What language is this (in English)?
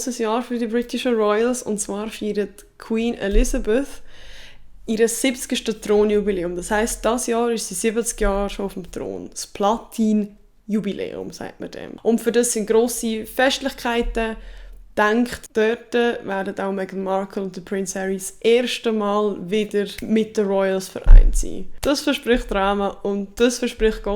Swiss German